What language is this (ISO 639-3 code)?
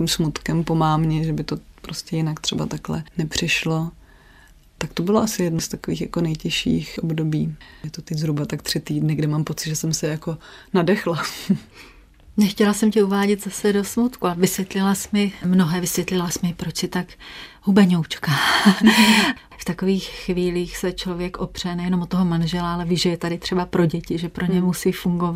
ces